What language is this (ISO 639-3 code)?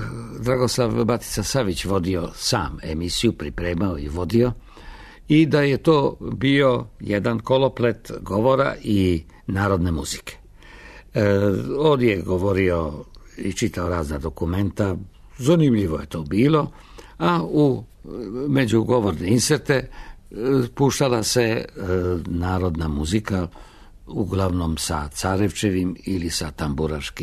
srp